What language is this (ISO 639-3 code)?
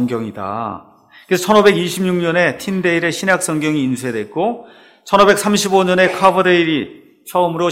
kor